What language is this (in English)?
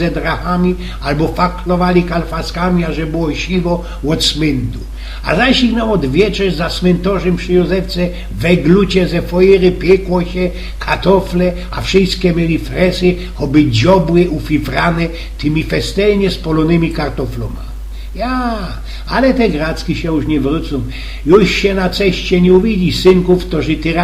Silesian